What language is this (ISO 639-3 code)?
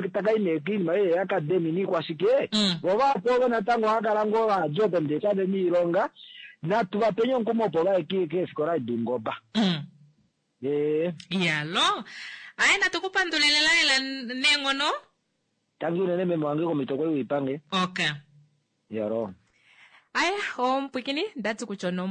kua